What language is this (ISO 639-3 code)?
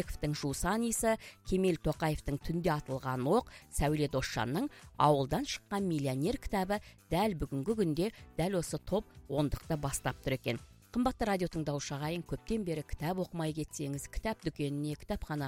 kaz